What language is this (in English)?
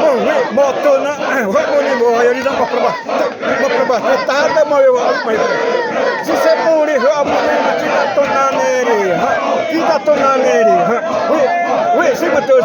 Xavánte